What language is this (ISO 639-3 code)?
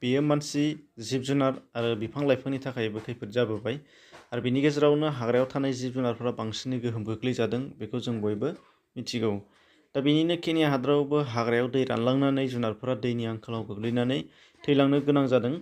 brx